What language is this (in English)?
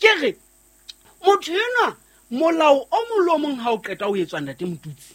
Southern Sotho